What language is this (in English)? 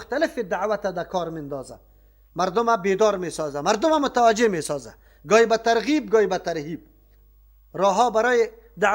Persian